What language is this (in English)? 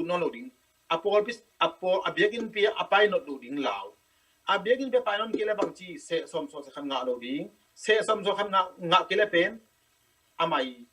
Tedim Chin